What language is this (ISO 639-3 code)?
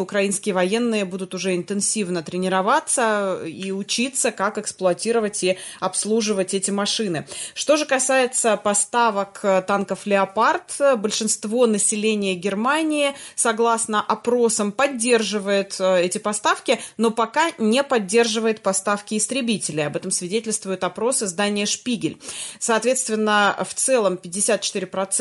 rus